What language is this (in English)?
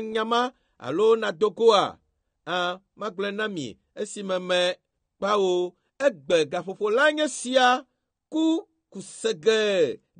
Ewe